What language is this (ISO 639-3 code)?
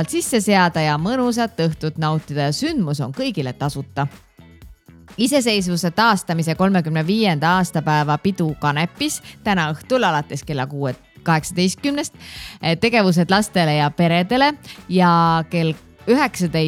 est